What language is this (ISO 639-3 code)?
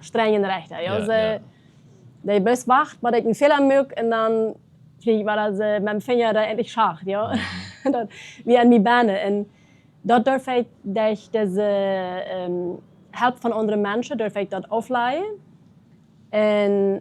pdt